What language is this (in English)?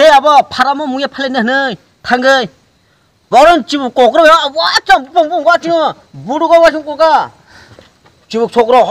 Kok Borok